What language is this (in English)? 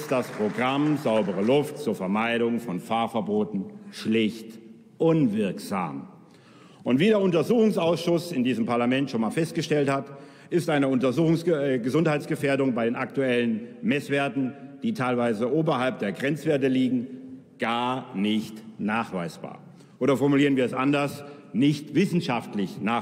German